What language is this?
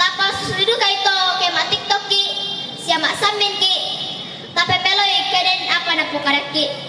Toraja-Sa'dan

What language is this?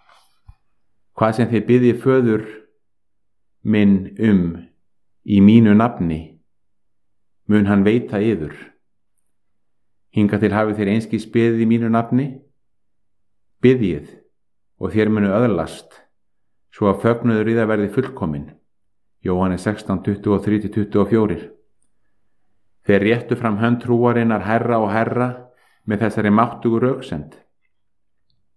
Icelandic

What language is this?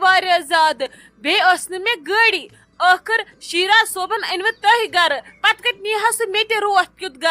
Kashmiri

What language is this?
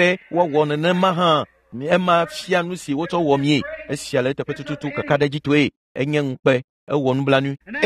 Ewe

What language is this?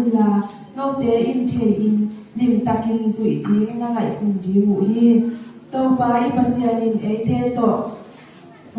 Paite Chin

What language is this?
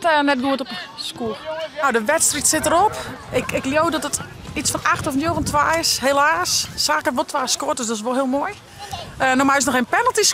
Western Frisian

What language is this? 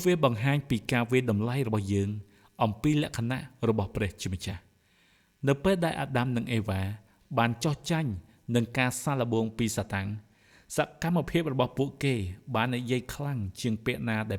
Khmer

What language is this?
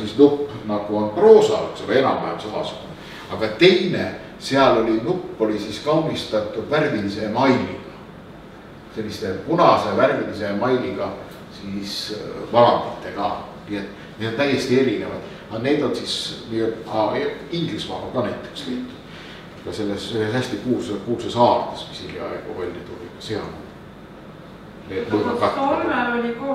Estonian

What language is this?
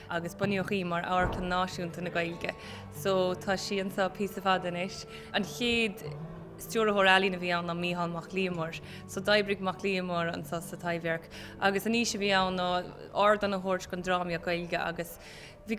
Irish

